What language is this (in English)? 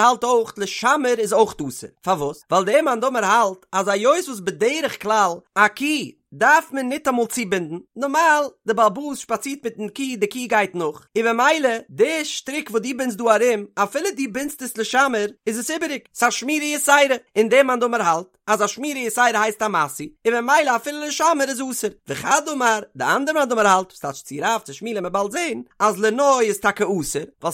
Yiddish